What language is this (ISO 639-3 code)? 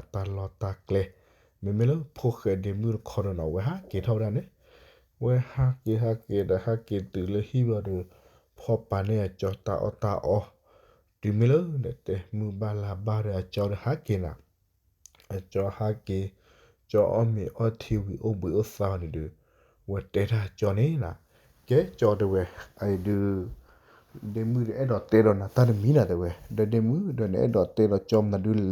ksw